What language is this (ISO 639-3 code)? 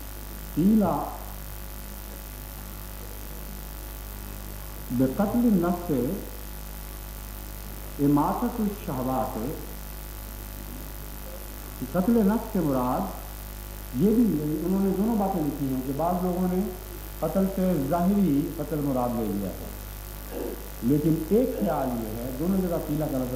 urd